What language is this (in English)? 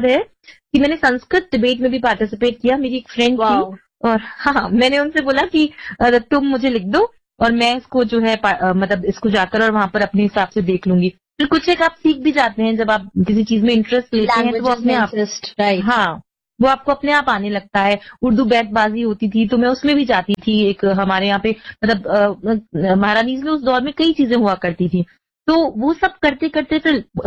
Hindi